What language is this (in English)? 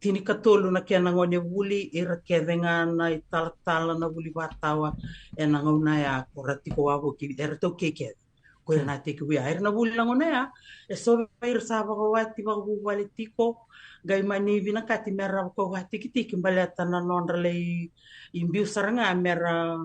Fijian